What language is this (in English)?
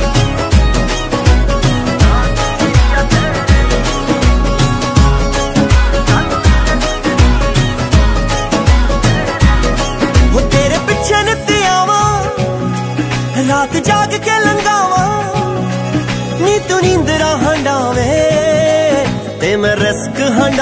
Punjabi